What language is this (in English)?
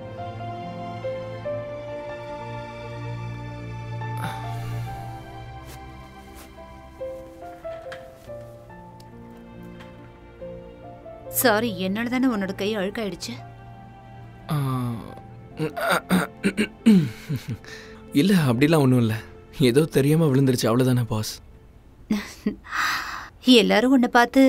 Tamil